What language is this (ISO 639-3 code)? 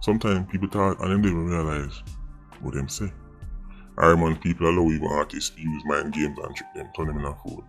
jam